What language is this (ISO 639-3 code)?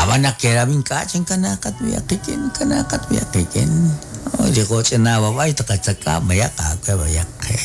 kek